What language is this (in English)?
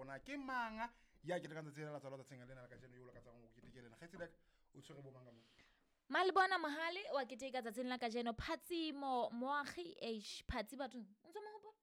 Southern Sotho